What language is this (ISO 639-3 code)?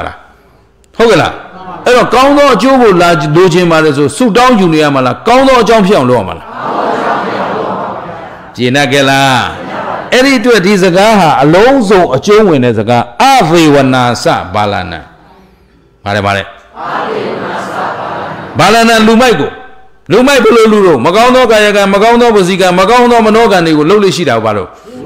mya